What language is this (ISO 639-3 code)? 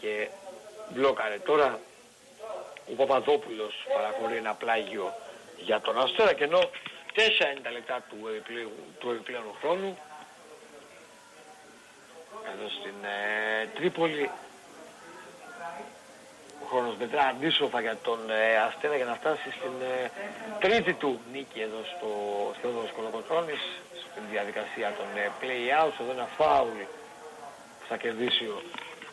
ell